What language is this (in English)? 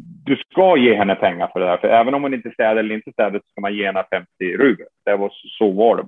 Swedish